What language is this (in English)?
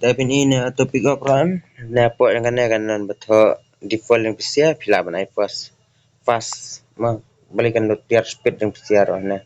Khasi